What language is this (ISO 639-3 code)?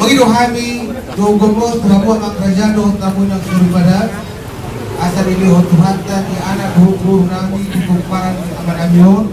bbc